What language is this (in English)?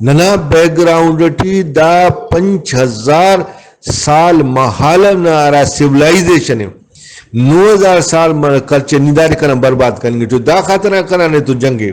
Brahui